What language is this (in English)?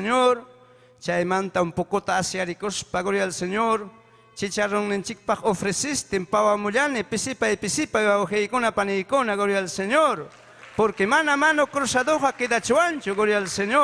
Ayacucho Quechua